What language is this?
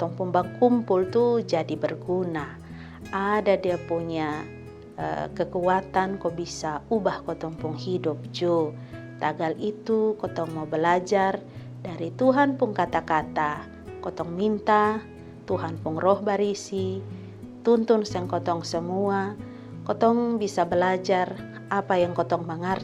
Kupang Malay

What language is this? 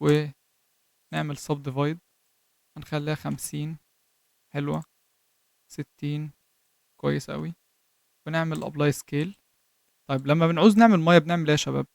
Egyptian Arabic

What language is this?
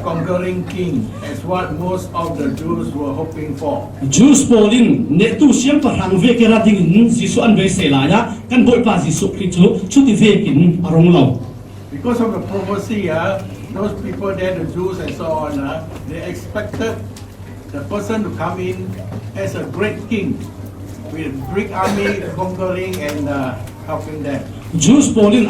Falam Chin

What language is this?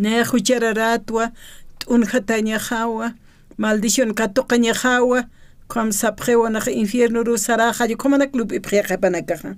Aymara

